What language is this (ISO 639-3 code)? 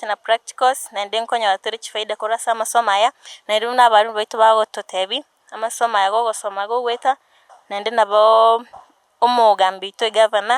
guz